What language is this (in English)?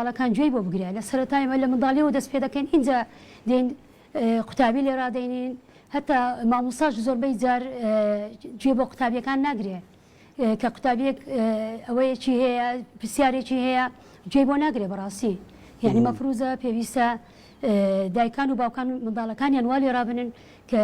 Central Kurdish